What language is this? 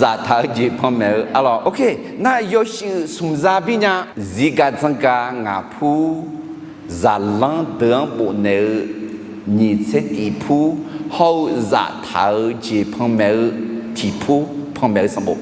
Akha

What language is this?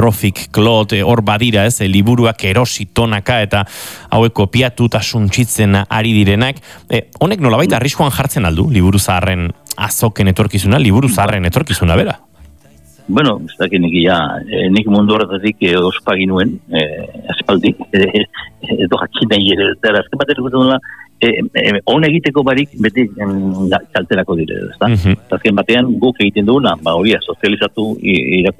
Basque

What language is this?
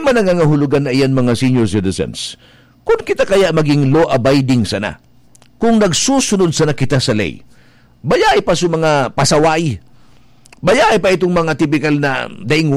Bikol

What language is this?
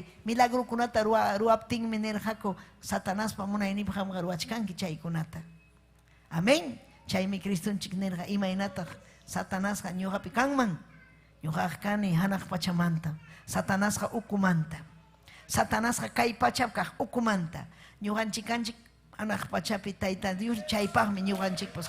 Ayacucho Quechua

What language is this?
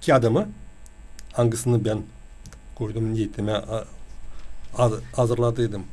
Gagauz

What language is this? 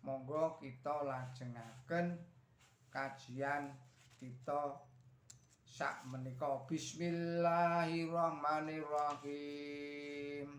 Javanese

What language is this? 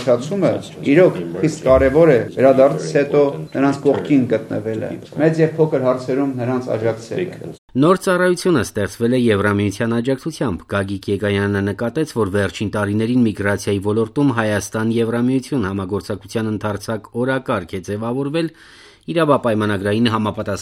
Armenian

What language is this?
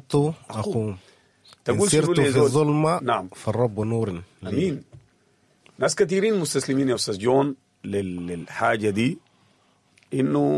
Sudanese Arabic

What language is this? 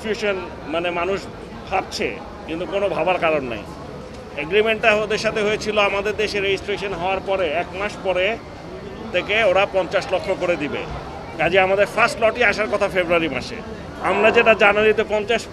Bangla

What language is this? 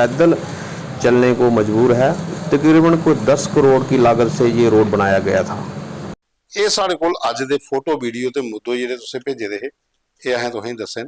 Dogri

